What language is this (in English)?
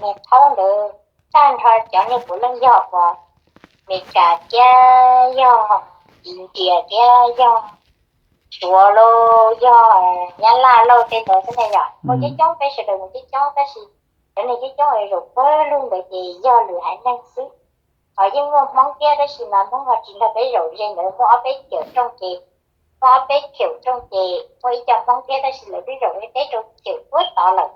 Hmong